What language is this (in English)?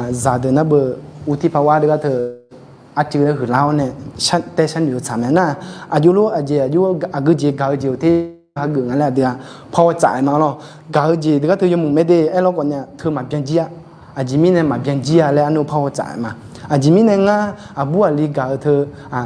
Akha